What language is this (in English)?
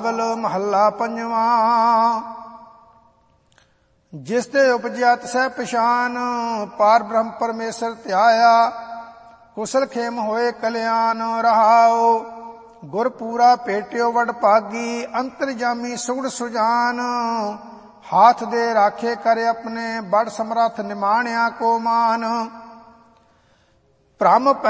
Punjabi